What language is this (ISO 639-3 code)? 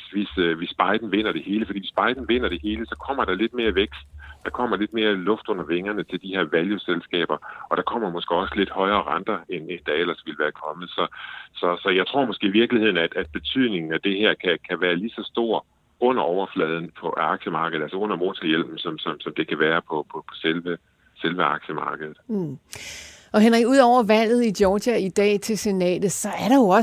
dan